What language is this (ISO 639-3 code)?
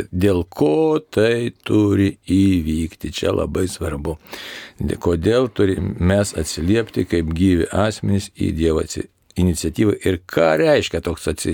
lit